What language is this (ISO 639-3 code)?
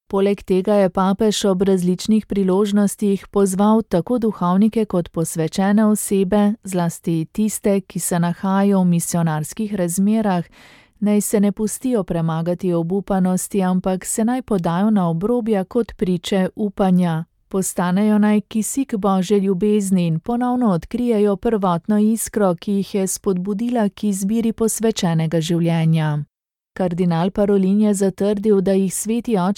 slv